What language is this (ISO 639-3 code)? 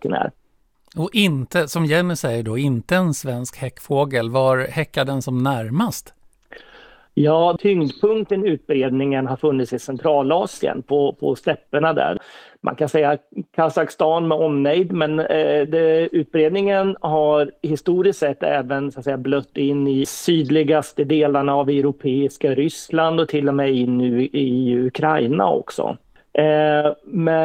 swe